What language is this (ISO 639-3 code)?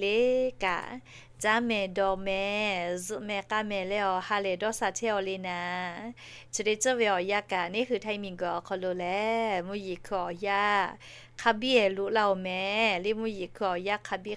lhu